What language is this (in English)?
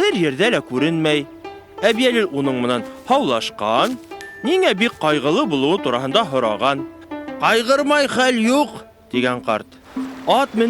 Bashkir